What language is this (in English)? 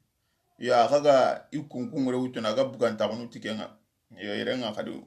Soninke